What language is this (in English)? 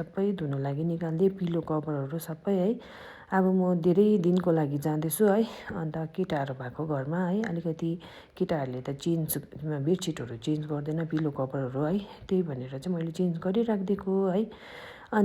Nepali